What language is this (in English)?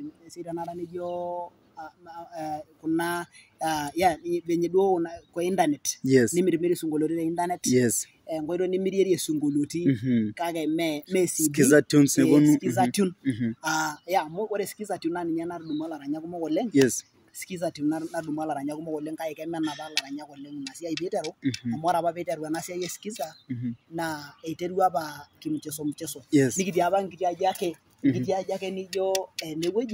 Masai